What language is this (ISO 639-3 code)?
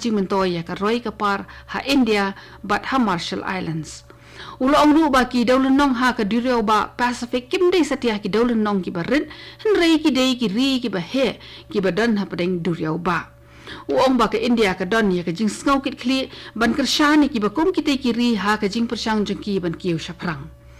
kha